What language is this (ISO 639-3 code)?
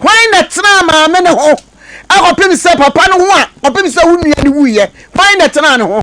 aka